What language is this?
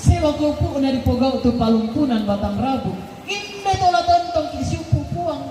Toraja-Sa'dan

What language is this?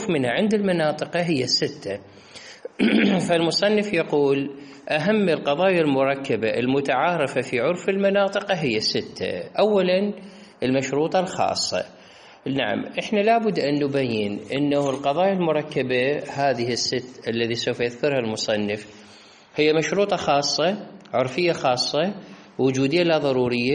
Mesopotamian Arabic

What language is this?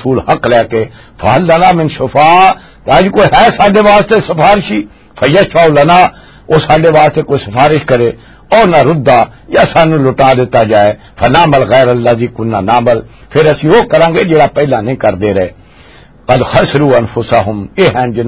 Western Panjabi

